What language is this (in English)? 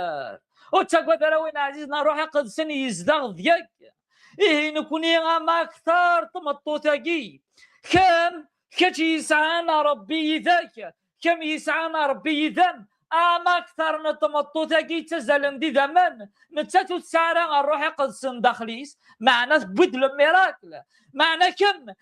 Kabyle